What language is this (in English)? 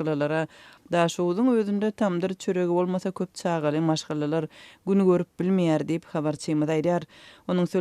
Turkmen